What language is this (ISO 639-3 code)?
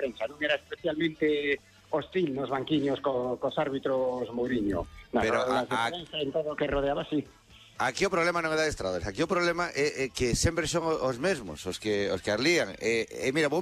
glg